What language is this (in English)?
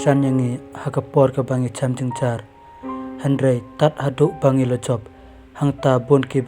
Khasi